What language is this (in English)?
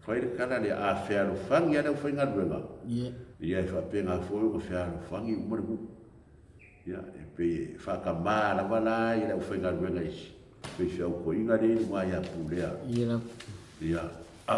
Samoan